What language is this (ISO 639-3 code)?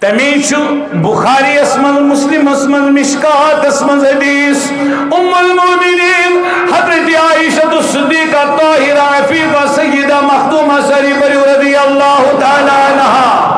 kas